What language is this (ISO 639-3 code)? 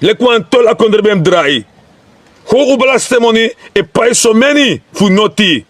srn